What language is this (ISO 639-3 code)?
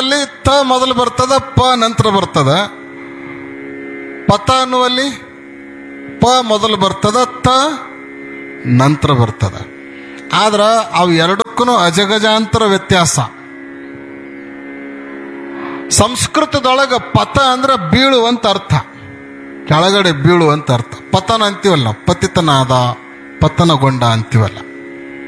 kan